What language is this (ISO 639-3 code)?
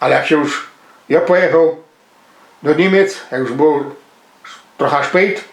szl